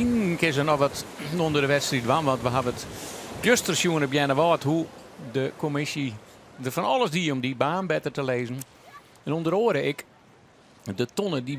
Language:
Western Frisian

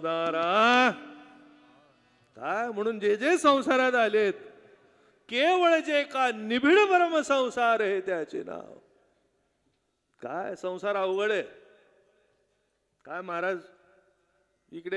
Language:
Marathi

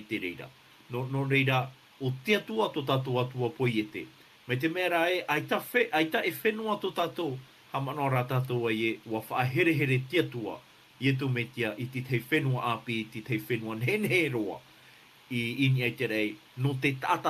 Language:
Tahitian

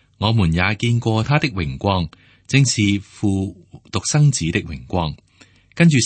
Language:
Cantonese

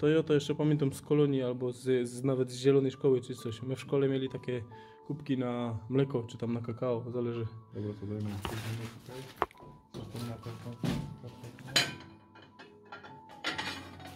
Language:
Polish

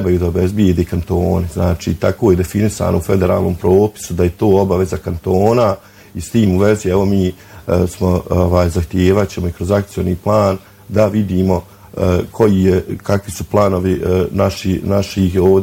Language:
Bosnian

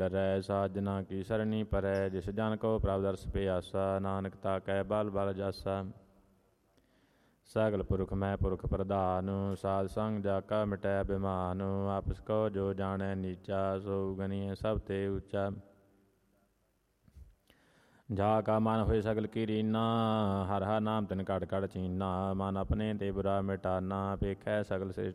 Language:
Punjabi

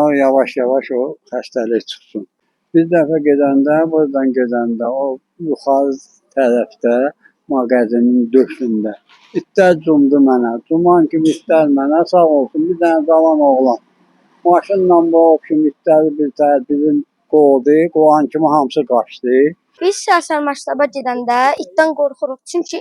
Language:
Azerbaijani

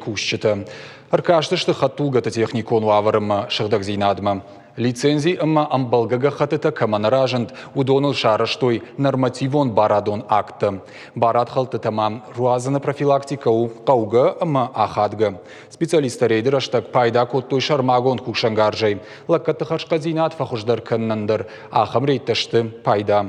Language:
Ossetic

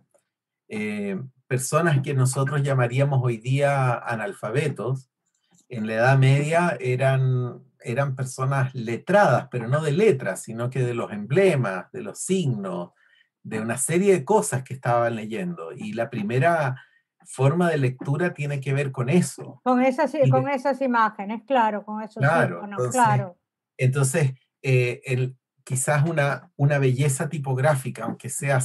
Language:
Spanish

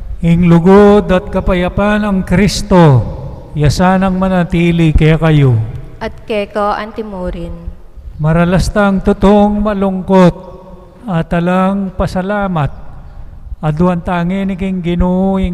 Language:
Pampanga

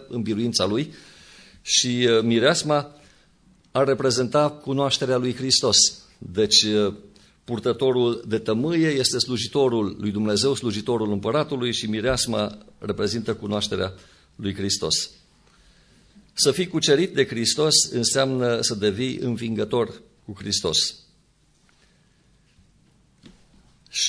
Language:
Romanian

